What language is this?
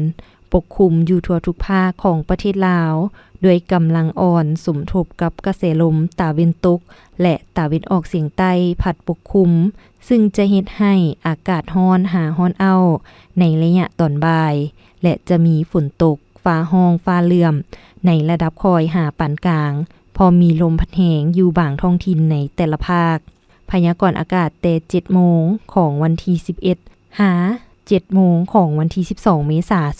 Lao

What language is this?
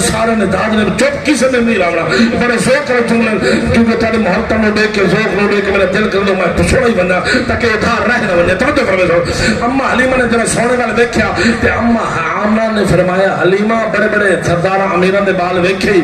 Saraiki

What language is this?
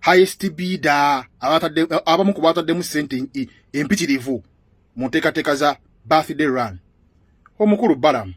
Ganda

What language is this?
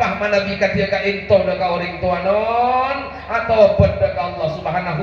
Madurese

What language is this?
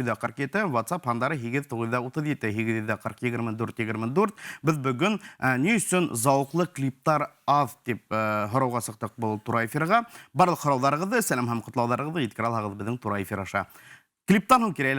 Bashkir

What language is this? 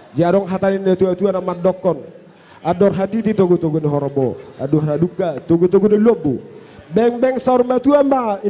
Batak Toba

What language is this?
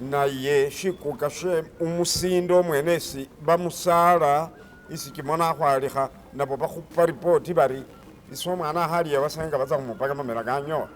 Masaaba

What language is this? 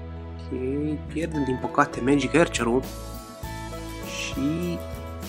Romanian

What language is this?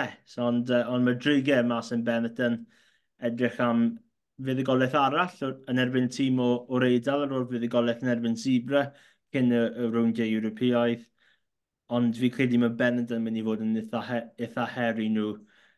Welsh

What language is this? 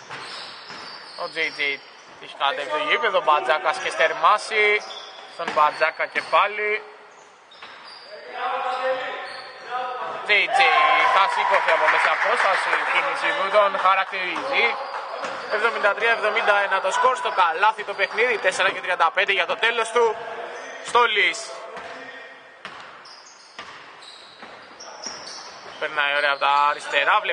Greek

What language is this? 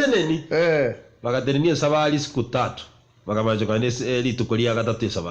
Gusii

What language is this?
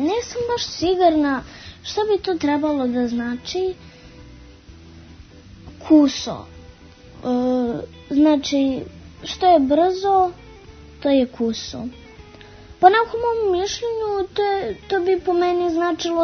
Serbian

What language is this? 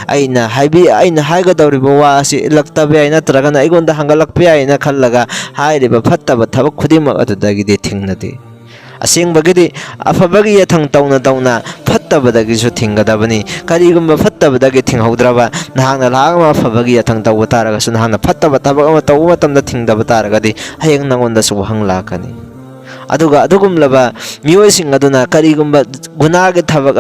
Manipuri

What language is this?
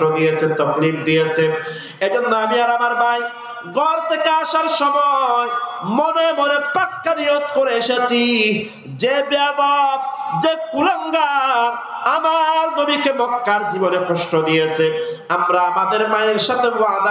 Rohingya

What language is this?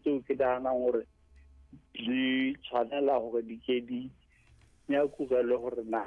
Southern Sotho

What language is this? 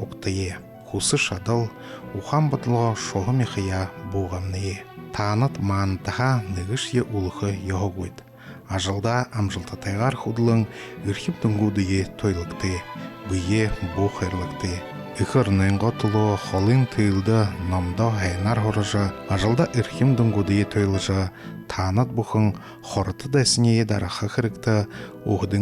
Buriat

